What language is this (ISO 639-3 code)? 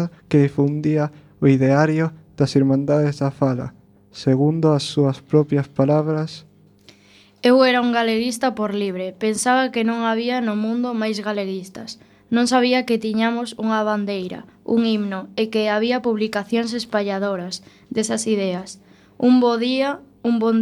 glg